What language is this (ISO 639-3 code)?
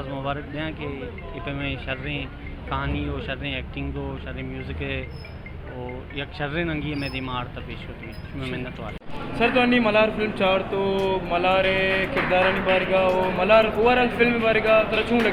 bal